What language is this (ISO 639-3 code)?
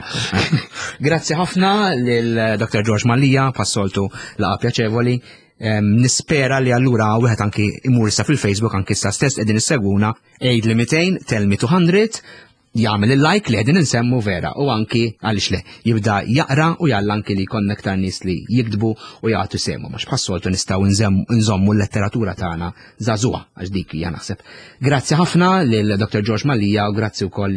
mlt